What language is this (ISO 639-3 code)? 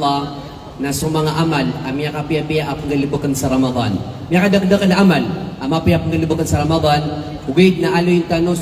mrw